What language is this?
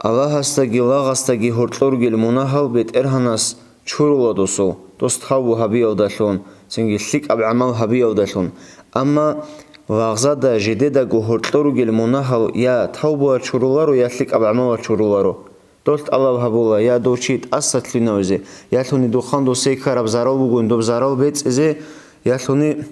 Avaric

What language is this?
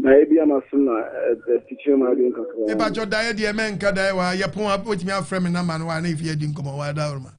Akan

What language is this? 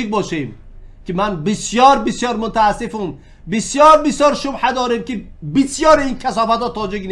Tajik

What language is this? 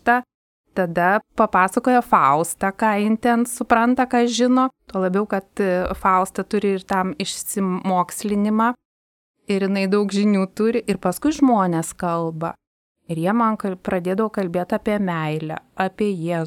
Lithuanian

